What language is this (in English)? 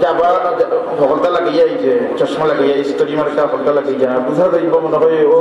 Sylheti